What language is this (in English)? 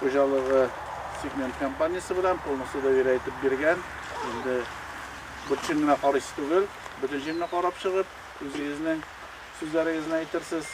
Tatar